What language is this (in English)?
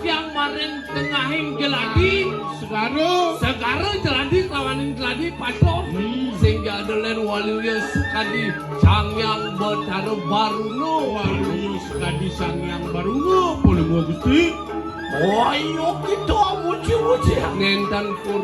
Balinese